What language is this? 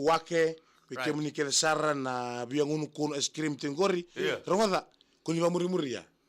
Fijian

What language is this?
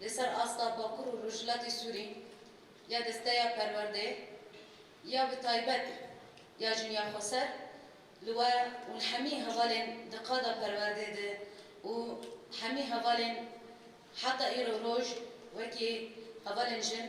Kurdish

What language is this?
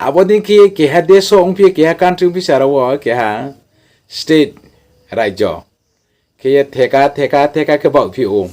Riang (India)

